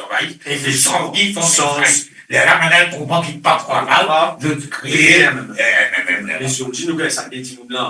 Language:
Morisyen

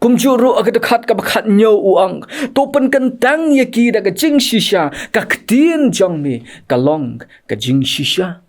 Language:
Khasi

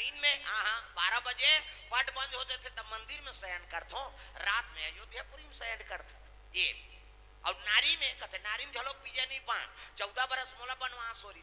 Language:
Chhattisgarhi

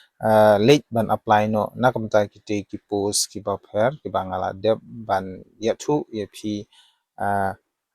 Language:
Khasi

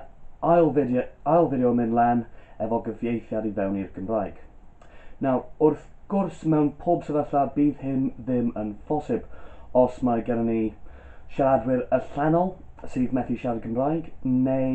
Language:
Welsh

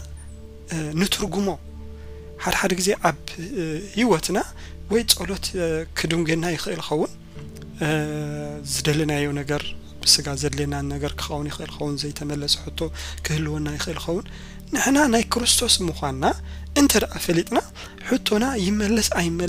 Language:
Tigrinya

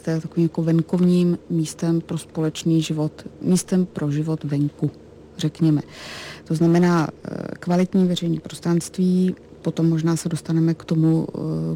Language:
Czech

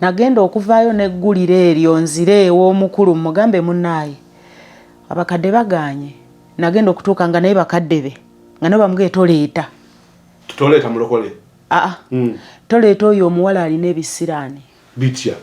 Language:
Ganda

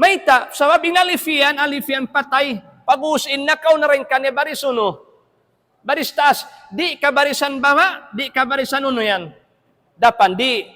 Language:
Tausug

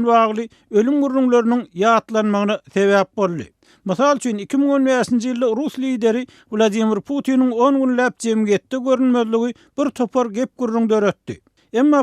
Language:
Turkmen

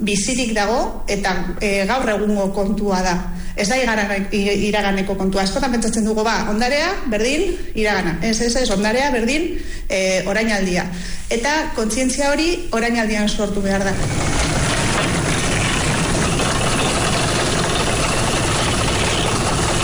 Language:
Basque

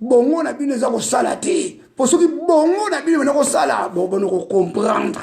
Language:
Lingala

